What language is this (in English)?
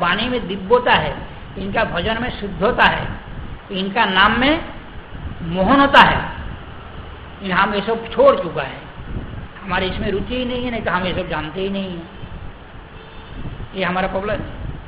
Hindi